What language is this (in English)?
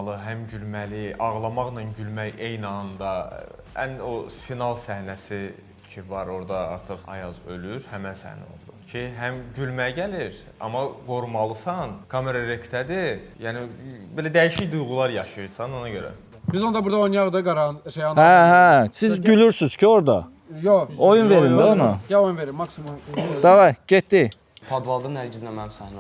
Azerbaijani